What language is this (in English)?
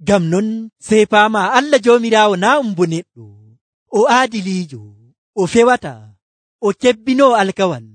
Nigerian Fulfulde